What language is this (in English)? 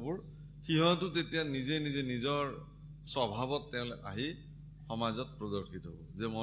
Assamese